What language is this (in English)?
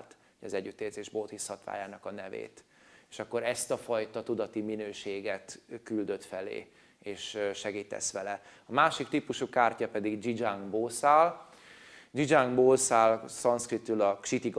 Hungarian